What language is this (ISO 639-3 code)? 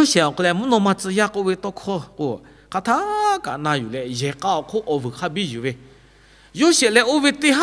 lhu